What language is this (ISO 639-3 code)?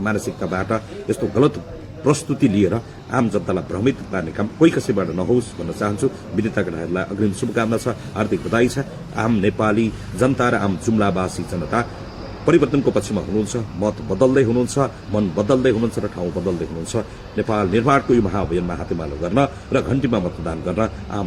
nep